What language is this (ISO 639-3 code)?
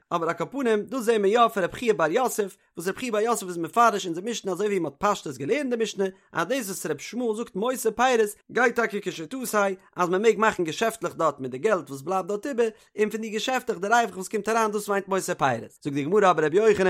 yid